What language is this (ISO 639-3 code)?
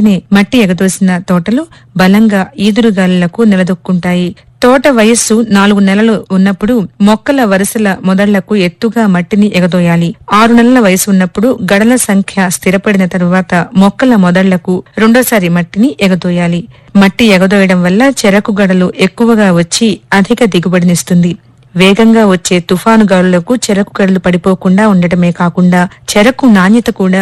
tel